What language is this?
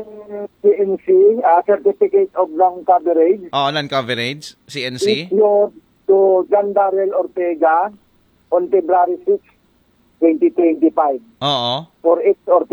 Aklanon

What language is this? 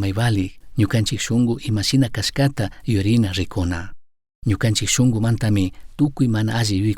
Chimborazo Highland Quichua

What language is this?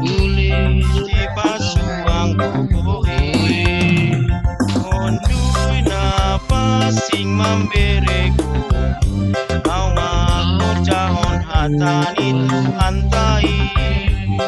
Batak Simalungun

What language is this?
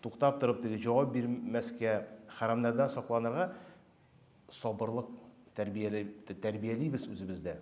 Tatar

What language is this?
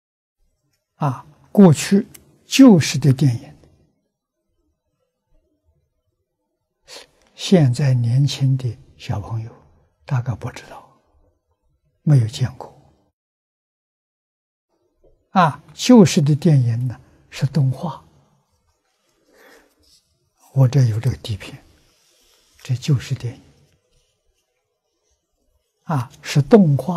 Chinese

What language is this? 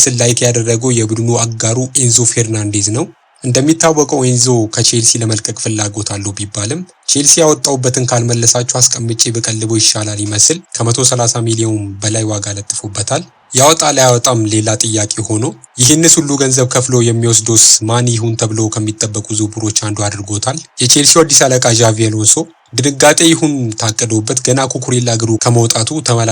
Amharic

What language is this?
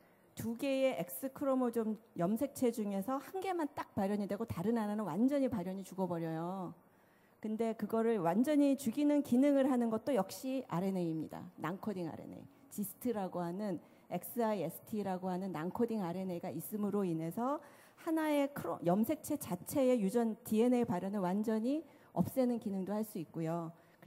Korean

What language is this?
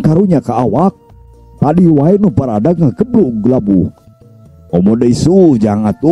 Sundanese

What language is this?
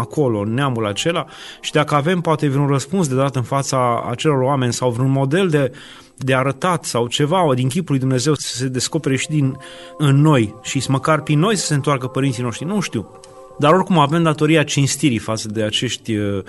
Romanian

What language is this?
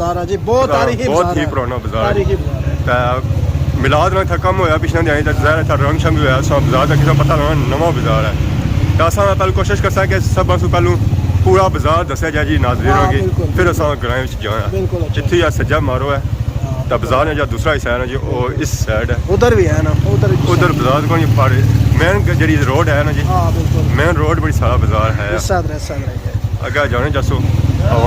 Pahari-Potwari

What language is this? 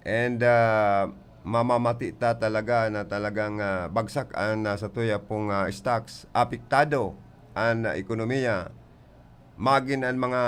Bikol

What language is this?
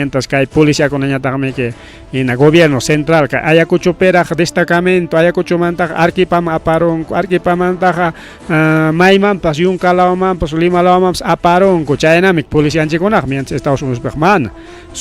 Ayacucho Quechua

